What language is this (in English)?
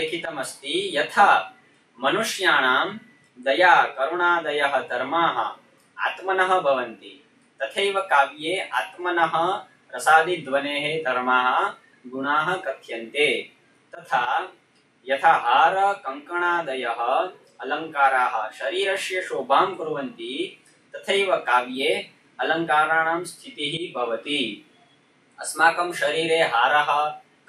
Sanskrit